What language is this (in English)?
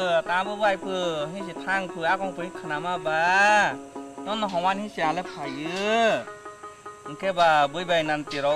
Kok Borok